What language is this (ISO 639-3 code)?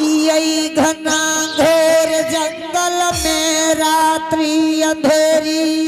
anp